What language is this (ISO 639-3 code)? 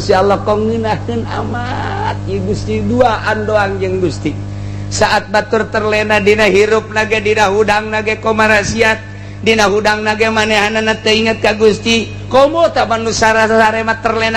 sun